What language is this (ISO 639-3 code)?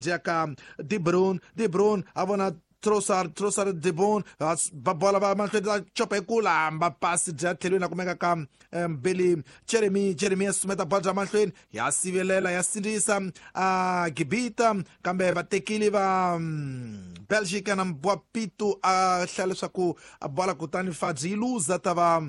tso